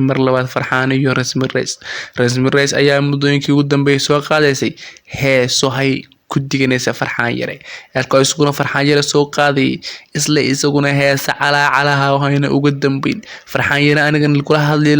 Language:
Somali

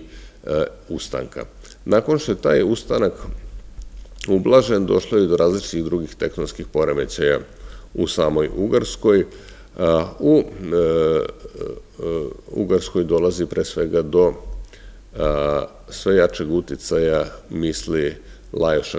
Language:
Serbian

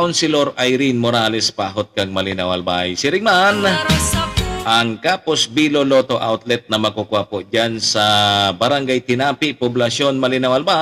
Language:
Bikol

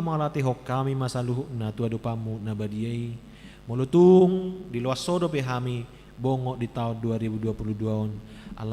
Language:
Batak Toba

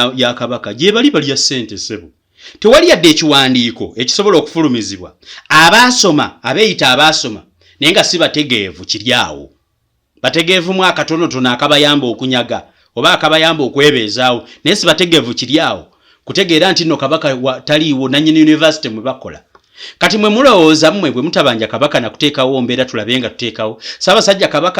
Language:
Ganda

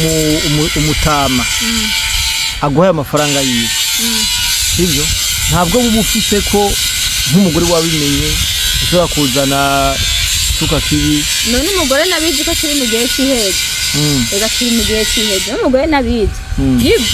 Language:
Rundi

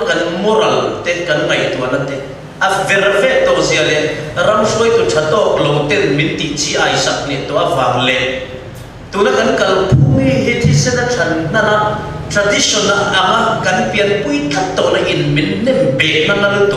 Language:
Mizo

